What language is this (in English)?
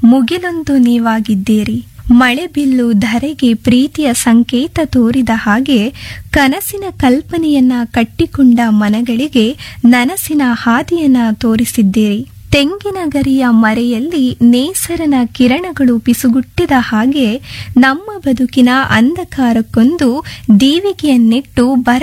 Kannada